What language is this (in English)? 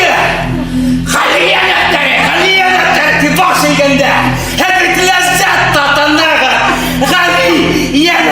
Bashkir